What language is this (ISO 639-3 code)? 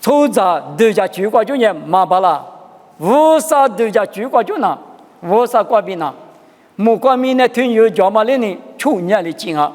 lis